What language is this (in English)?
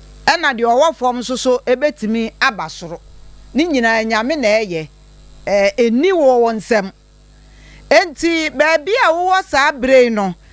Akan